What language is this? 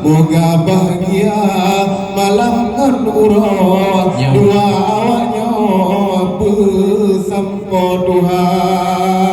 Achinese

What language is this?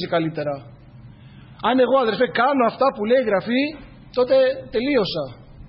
Greek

